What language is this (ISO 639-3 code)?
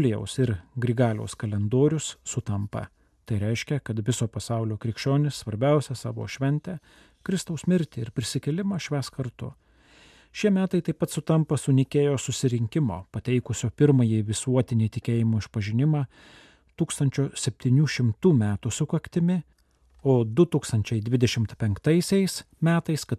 lit